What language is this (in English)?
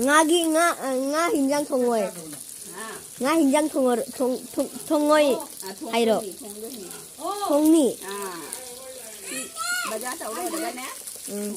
Manipuri